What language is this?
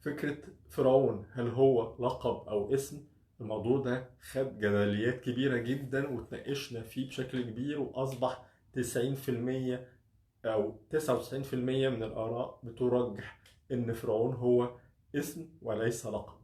Egyptian Arabic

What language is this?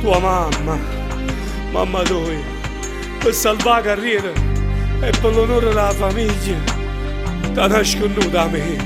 Neapolitan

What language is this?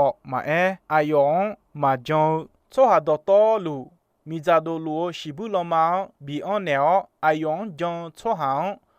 Akha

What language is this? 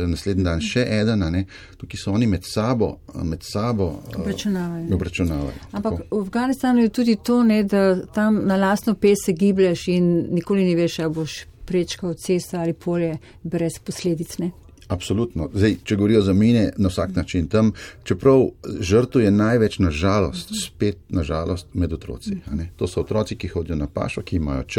Slovenian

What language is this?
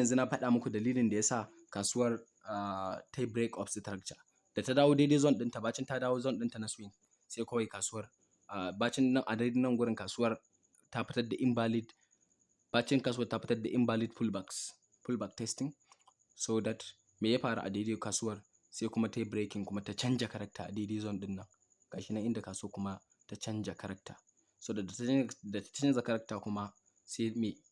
Hausa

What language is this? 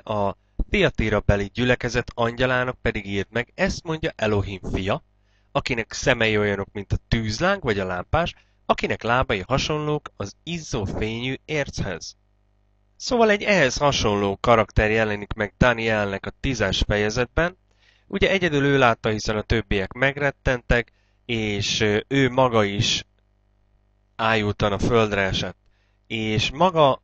Hungarian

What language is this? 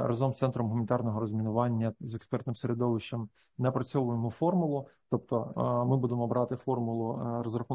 Ukrainian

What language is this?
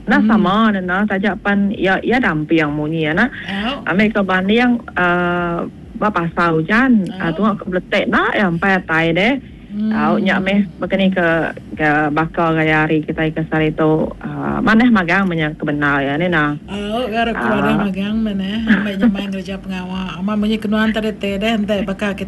Iban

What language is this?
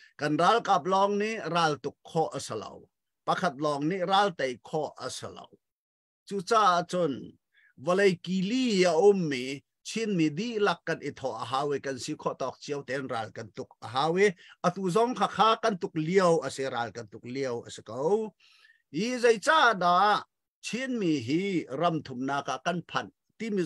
Hakha Chin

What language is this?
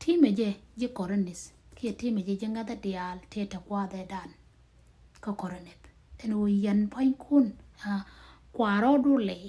Nuer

